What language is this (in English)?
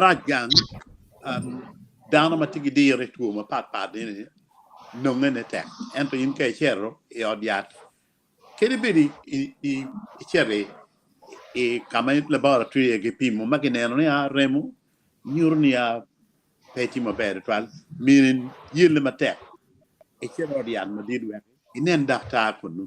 Acoli